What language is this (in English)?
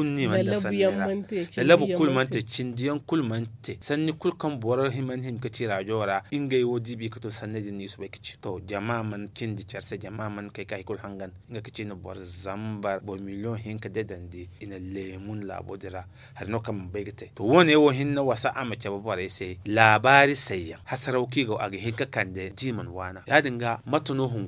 Zarma